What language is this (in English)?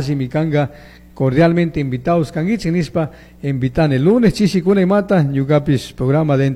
Chimborazo Highland Quichua